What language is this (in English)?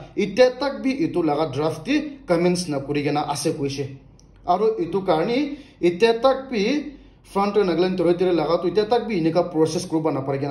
Naga Pidgin